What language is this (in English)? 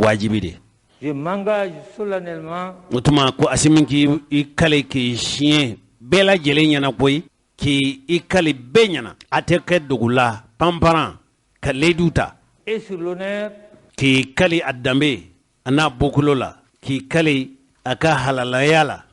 Bambara